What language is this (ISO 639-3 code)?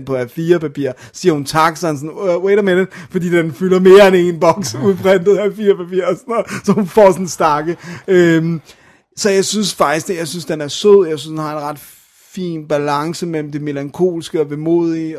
dan